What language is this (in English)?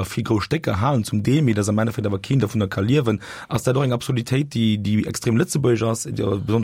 Luxembourgish